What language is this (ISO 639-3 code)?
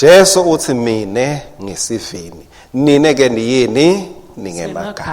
ssw